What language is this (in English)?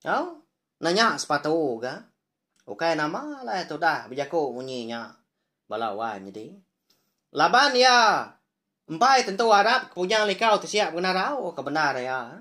Iban